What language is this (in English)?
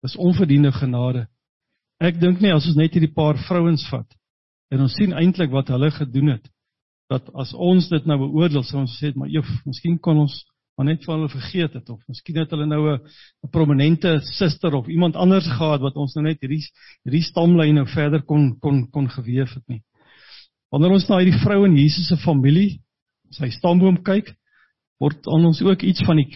Afrikaans